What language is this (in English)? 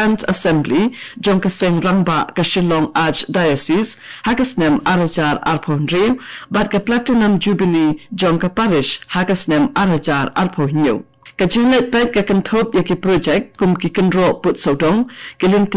Khasi